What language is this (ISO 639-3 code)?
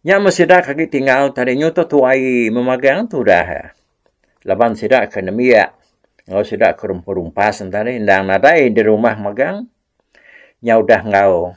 iba